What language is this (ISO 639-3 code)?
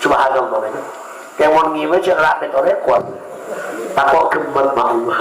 mad